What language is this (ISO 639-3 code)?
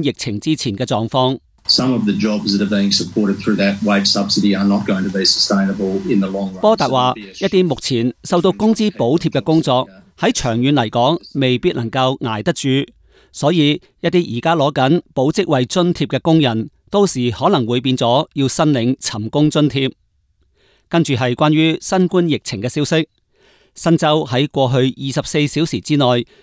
yue